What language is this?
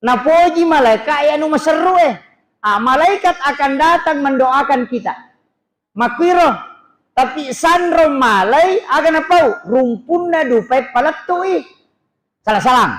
Buginese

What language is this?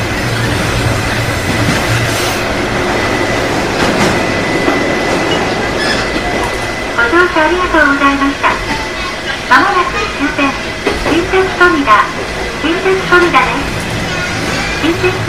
Japanese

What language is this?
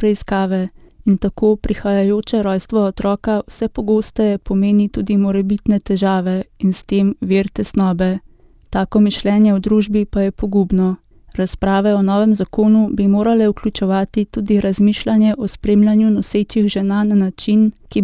Slovenian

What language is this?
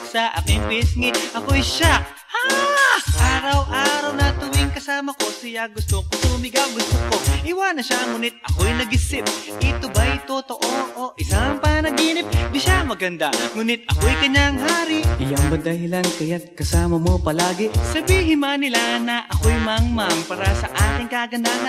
Filipino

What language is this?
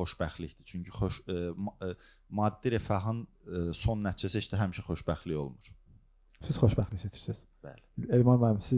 Azerbaijani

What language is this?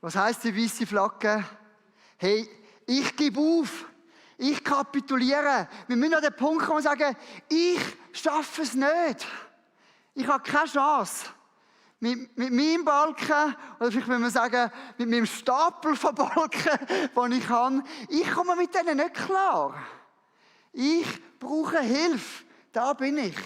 Swiss German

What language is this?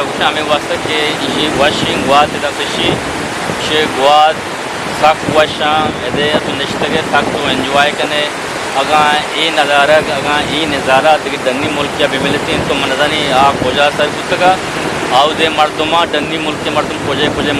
Eastern Balochi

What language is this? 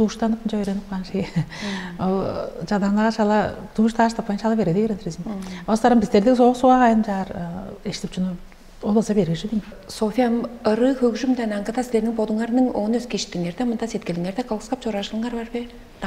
Tuvinian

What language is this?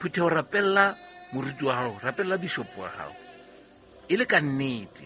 Southern Sotho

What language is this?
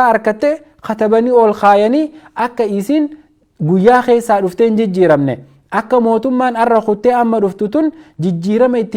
Oromo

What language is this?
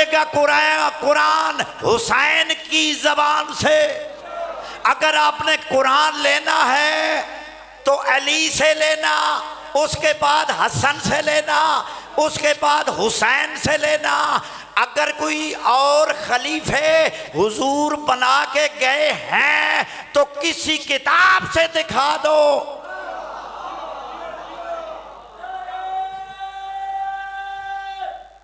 Urdu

